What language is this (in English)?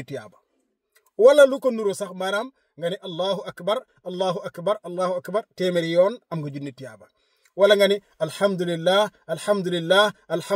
Wolof